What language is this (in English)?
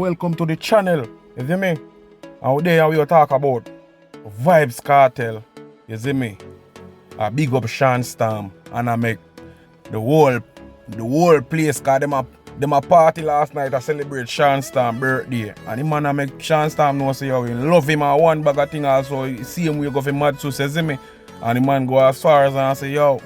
Jamaican Creole English